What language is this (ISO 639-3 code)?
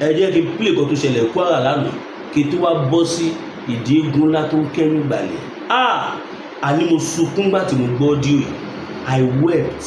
yor